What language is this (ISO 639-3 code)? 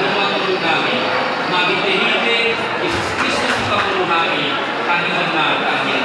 bbc